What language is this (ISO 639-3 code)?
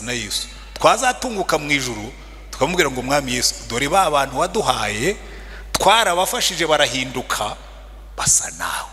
kin